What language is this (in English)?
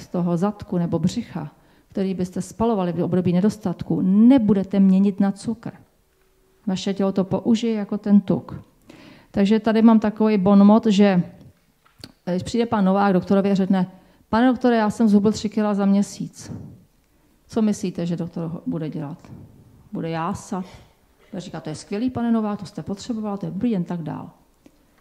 Czech